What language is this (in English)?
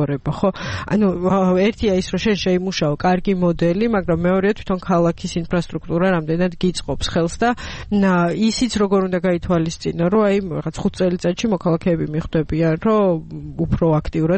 Georgian